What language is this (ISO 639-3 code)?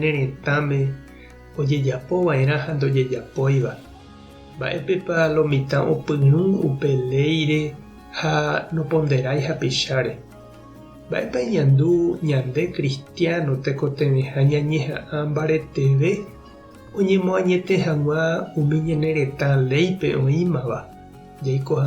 grn